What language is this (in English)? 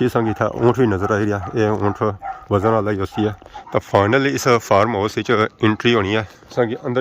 Pahari-Potwari